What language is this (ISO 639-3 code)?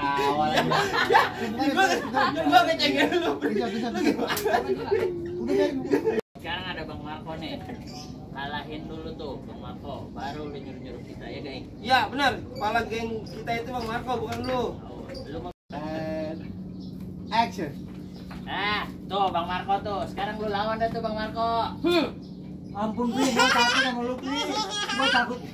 bew